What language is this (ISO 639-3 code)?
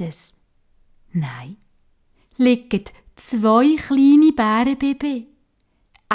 gsw